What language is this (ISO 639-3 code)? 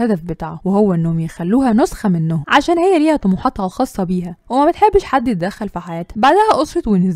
arz